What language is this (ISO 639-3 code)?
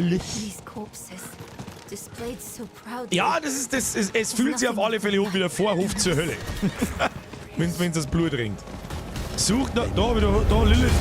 bar